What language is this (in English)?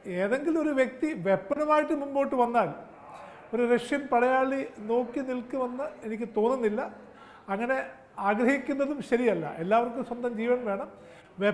Malayalam